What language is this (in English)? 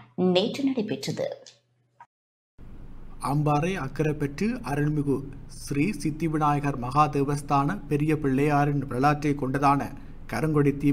Tamil